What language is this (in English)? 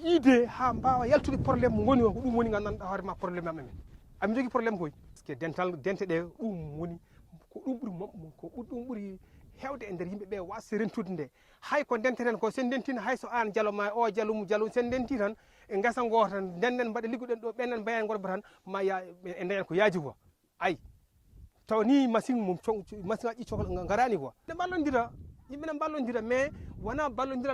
Fula